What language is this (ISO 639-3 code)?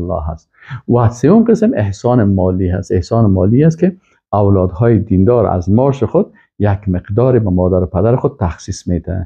fas